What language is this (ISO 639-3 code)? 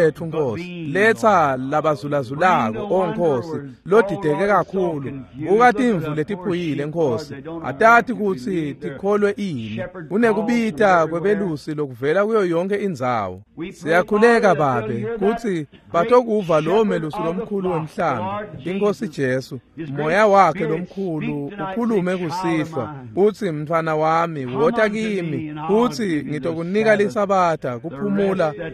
ssw